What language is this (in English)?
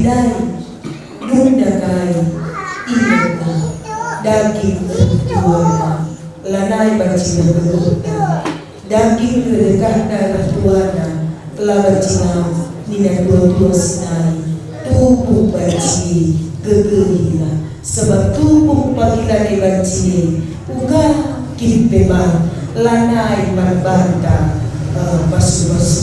Batak Karo